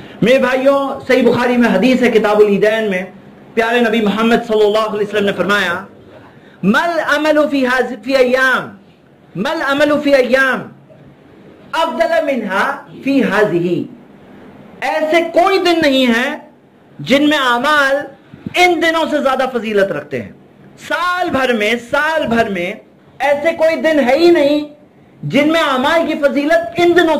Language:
Urdu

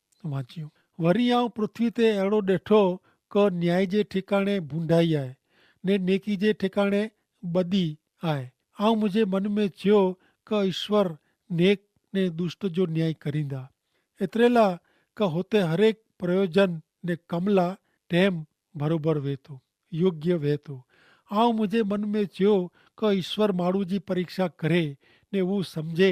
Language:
Kachhi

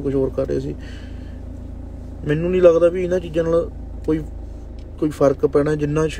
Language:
Punjabi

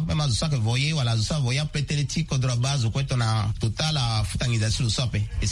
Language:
Sango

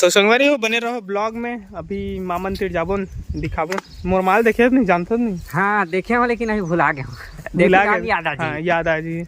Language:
Chhattisgarhi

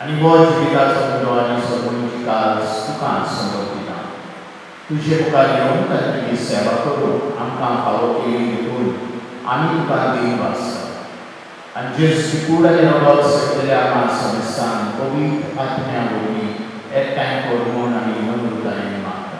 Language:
Konkani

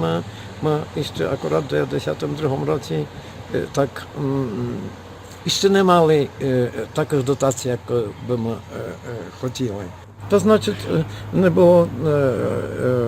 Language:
Rusyn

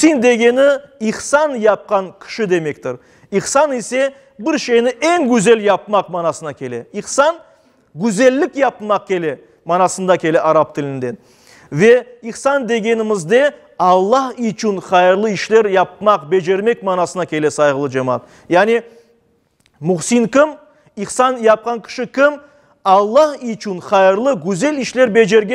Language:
Crimean Tatar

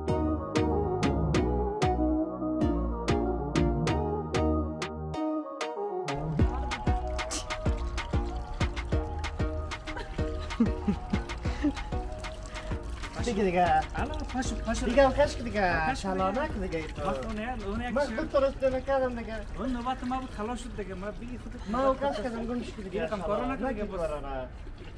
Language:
Persian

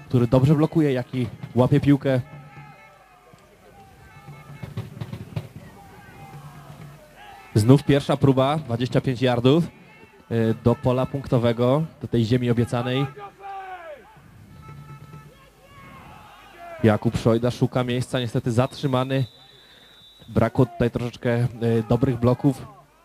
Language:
Polish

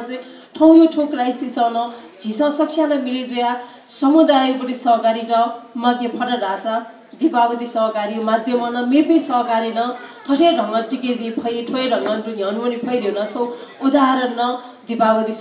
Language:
Newari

